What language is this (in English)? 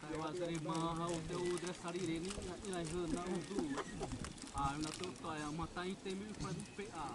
Xavánte